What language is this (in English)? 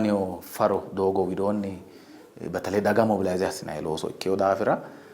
Sidamo